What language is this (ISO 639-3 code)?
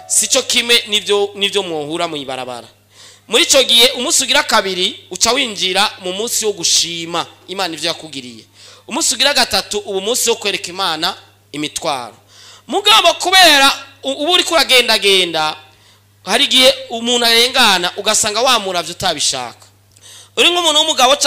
run